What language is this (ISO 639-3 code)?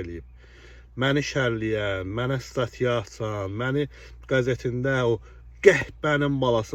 aze